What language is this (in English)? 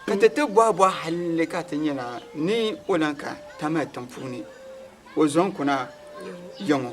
Dagbani